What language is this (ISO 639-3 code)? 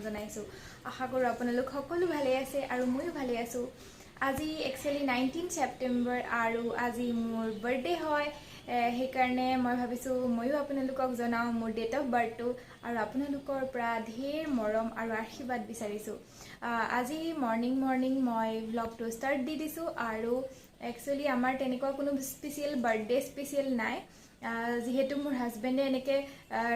asm